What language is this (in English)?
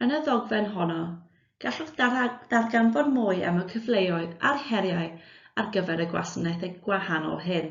Welsh